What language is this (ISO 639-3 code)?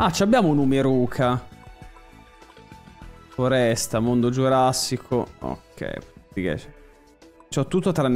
ita